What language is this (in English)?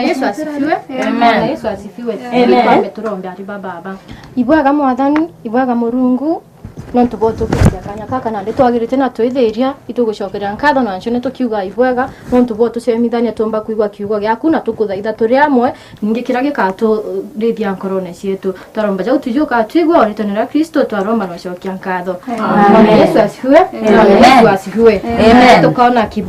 Meru